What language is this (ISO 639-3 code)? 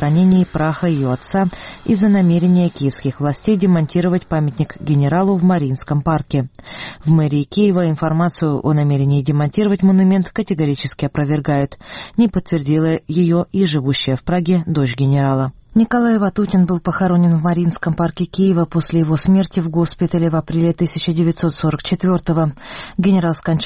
rus